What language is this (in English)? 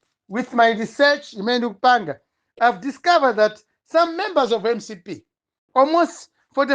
Nyanja